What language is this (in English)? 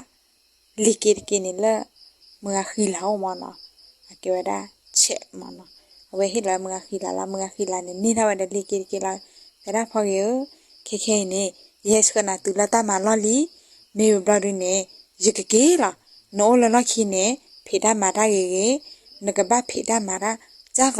S'gaw Karen